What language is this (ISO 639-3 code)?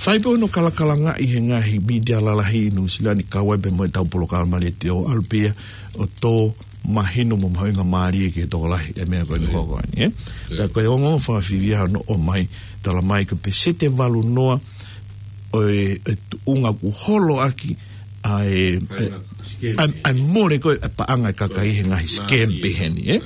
ton